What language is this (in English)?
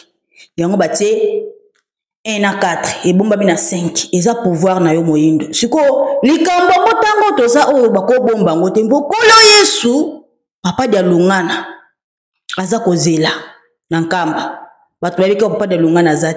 Lingala